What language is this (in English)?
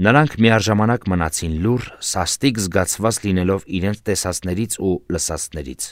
Armenian